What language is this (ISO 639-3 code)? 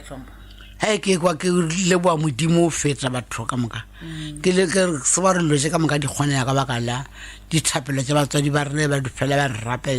nso